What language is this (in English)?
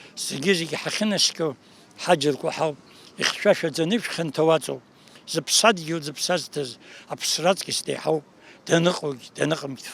Abkhazian